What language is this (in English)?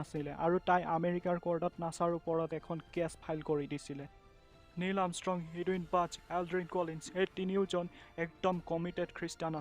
Assamese